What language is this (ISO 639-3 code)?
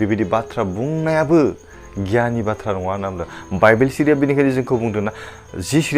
brx